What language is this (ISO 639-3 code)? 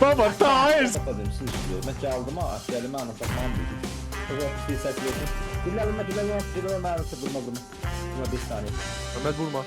azb